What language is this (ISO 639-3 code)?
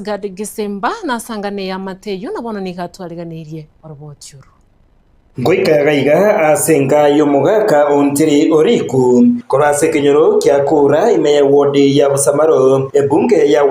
guz